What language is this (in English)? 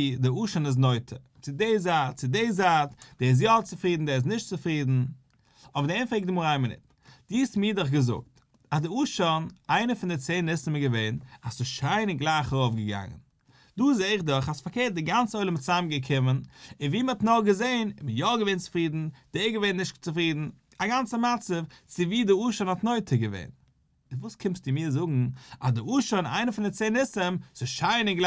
Yiddish